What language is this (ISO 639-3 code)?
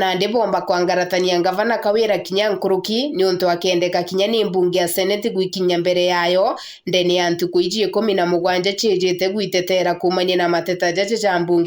mer